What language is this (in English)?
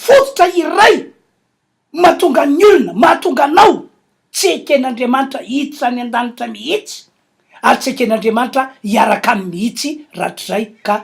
Malagasy